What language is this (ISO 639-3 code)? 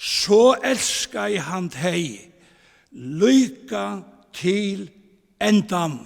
fao